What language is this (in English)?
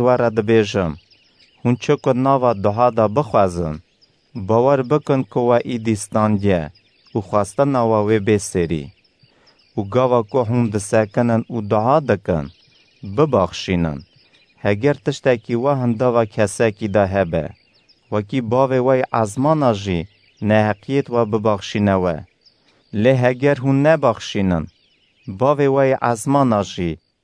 Kurdish